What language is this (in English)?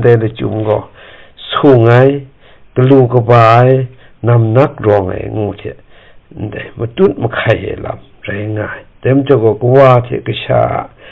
Kachin